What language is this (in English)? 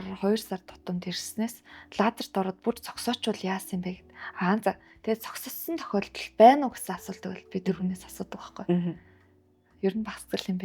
Mongolian